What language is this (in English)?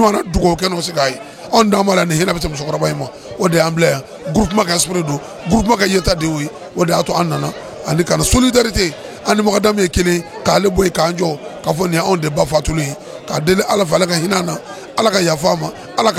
Bambara